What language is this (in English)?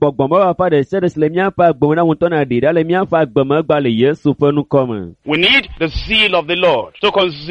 Ewe